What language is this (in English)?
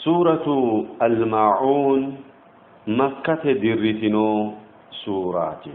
Sidamo